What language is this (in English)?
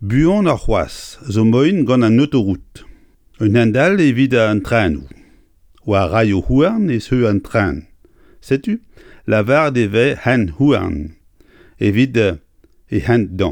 Breton